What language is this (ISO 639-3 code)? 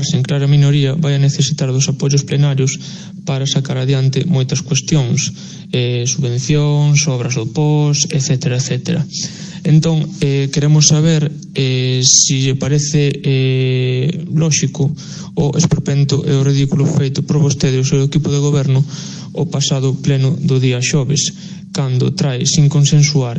glg